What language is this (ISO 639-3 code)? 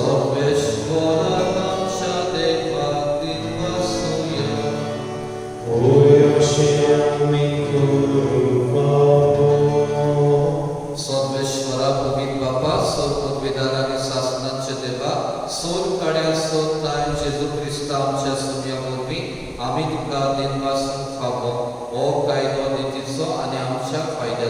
kok